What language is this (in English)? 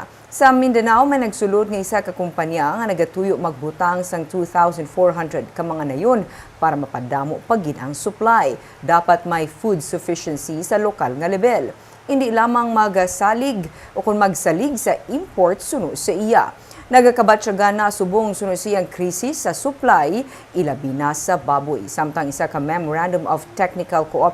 Hiligaynon